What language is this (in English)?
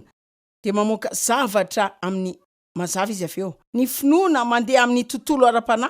Malagasy